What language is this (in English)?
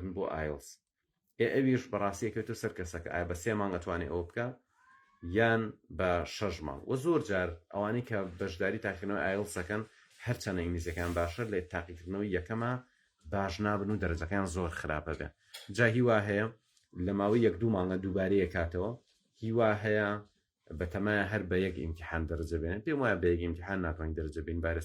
Central Kurdish